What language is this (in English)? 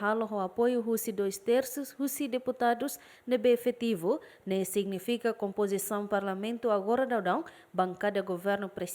Tetum